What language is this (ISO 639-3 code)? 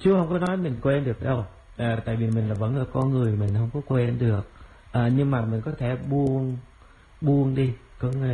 vie